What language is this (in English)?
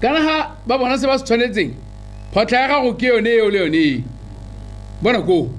Tswana